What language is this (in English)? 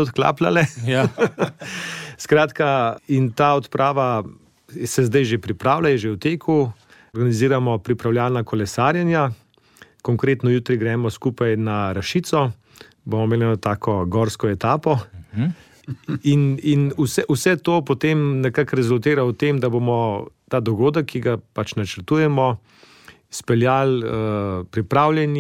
Slovenian